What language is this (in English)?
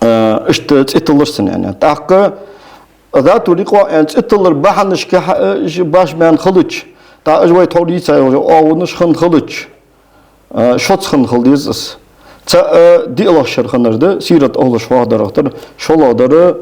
Ingush